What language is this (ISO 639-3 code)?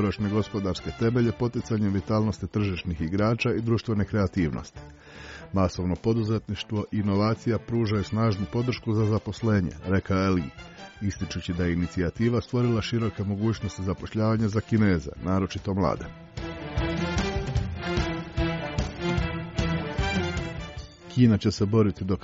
hrv